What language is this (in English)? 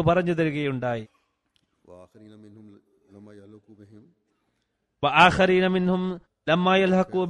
Malayalam